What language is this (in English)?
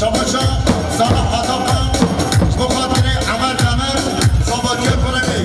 Kurdish